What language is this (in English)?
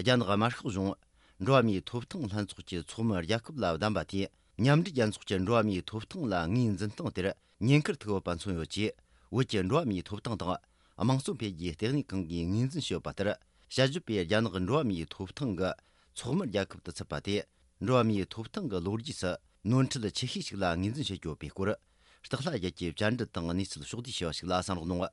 Tibetan